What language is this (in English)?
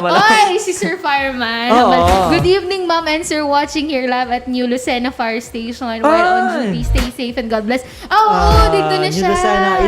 Hiligaynon